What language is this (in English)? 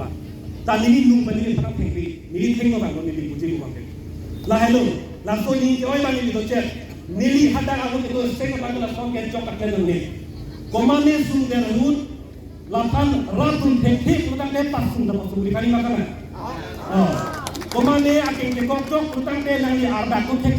Karbi